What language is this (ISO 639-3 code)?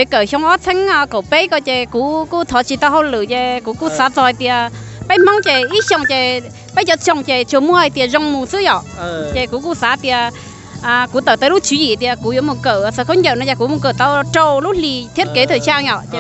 hmn